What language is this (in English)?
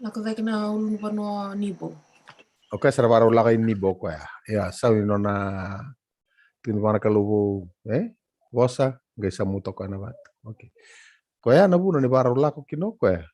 Fijian